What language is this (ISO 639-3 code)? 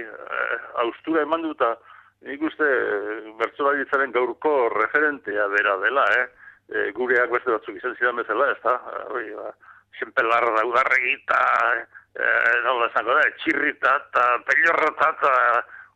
eus